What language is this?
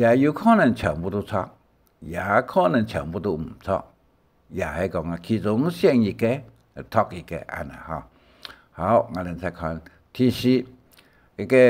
Hakka Chinese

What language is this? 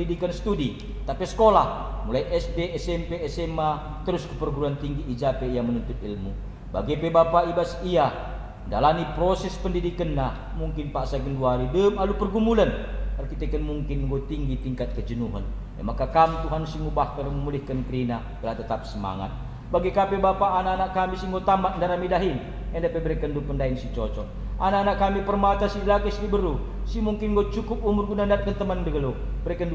Batak Karo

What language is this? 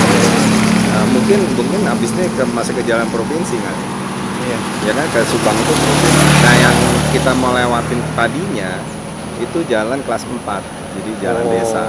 Indonesian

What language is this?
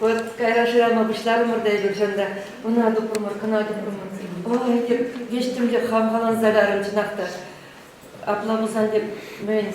Chuvash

